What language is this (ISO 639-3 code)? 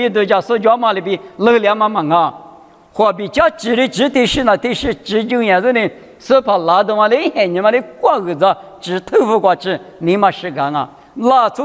lis